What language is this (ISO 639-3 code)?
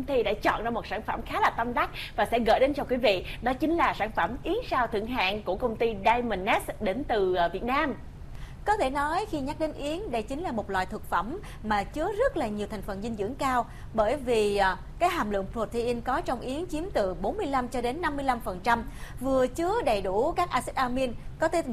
vie